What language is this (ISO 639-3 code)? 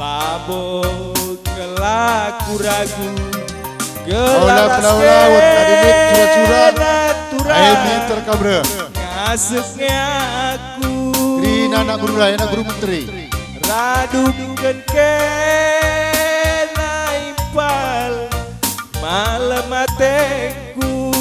btx